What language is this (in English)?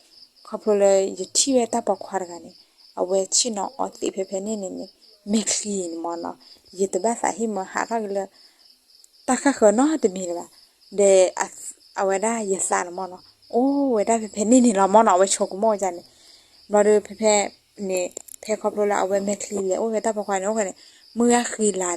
S'gaw Karen